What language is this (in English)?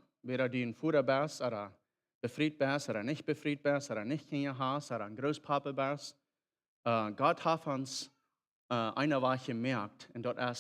Plautdietsch